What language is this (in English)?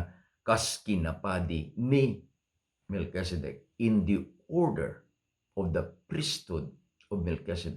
Iloko